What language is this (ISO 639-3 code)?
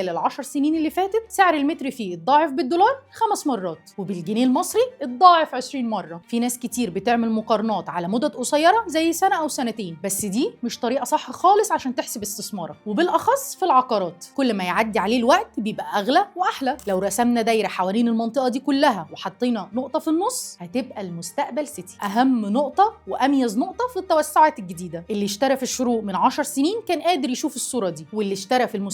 arz